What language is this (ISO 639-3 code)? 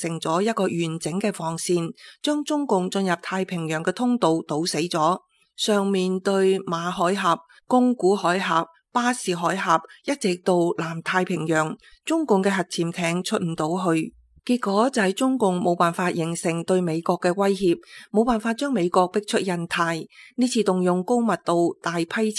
yue